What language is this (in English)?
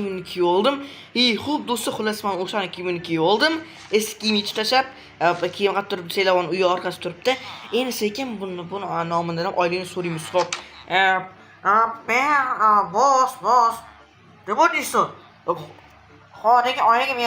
Uzbek